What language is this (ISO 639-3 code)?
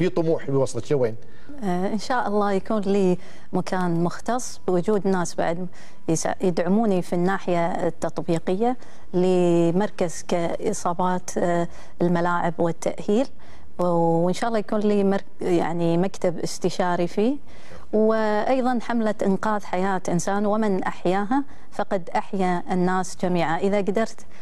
afb